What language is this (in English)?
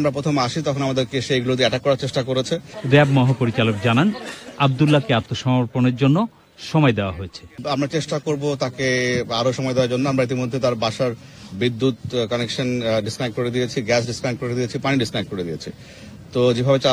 Bangla